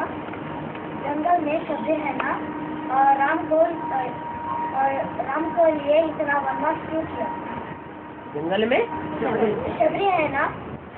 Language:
Hindi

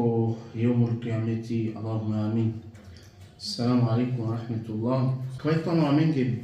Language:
Balkan Romani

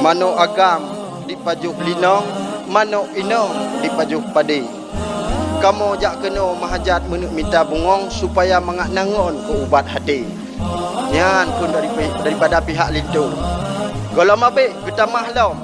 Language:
Achinese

